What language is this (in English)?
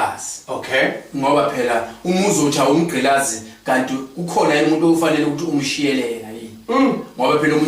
Zulu